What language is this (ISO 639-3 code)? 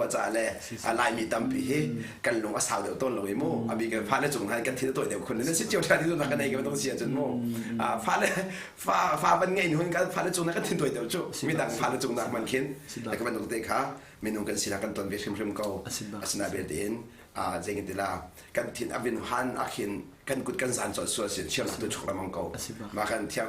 cnh